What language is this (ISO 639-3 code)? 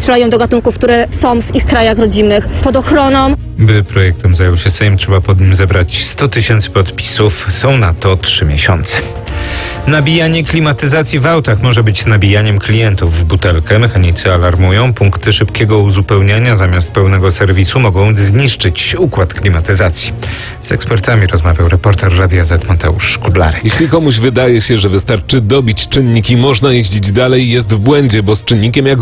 pol